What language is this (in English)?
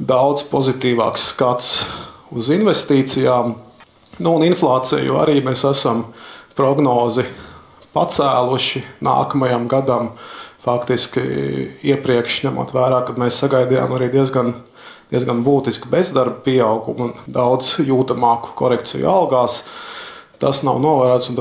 Latvian